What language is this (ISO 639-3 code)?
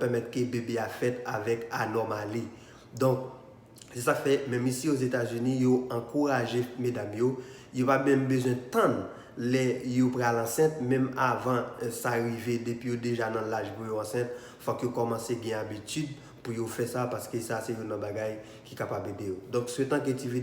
hat